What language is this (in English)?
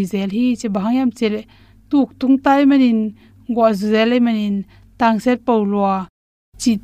Tedim Chin